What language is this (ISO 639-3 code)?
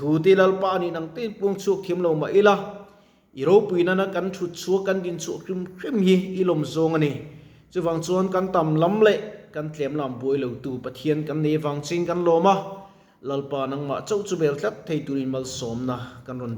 lus